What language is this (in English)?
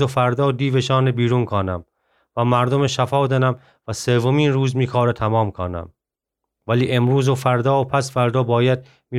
Gilaki